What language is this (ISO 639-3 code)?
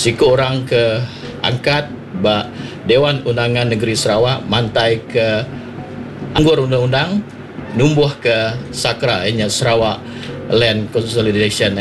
iba